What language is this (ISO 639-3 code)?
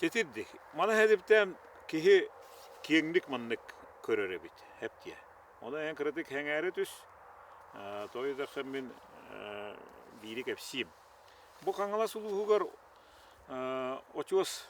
sah